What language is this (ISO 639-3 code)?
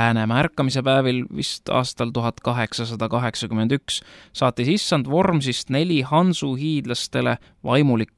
est